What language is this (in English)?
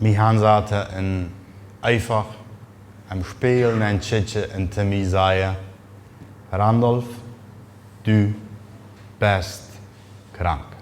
Plautdietsch